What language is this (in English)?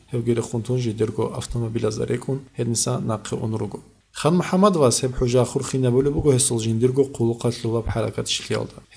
Avaric